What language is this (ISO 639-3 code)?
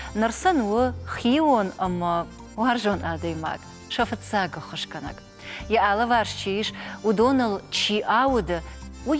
oss